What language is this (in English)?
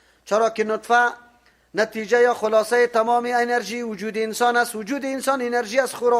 Persian